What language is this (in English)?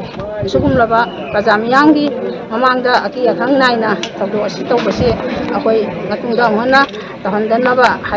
Manipuri